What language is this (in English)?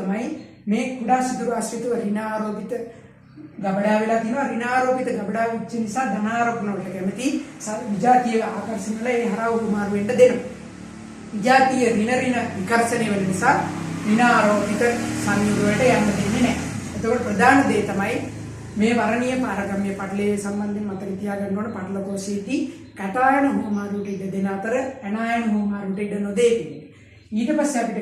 Sinhala